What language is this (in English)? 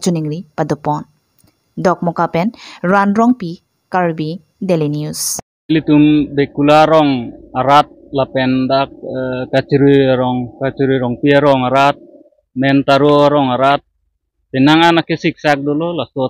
Karbi